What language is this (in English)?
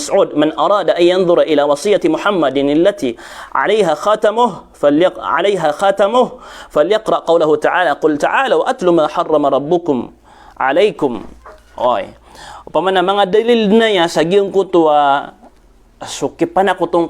Maranao